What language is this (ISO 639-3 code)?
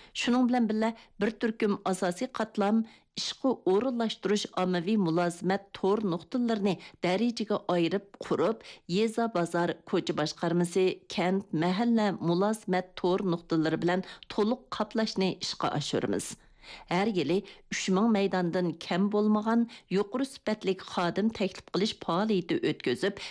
uig